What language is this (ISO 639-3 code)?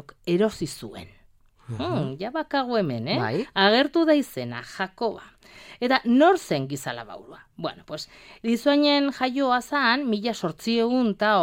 eus